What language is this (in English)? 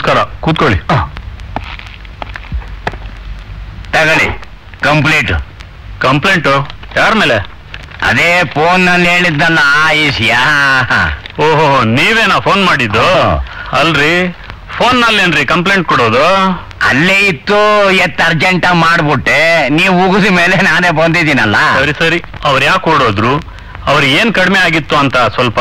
Kannada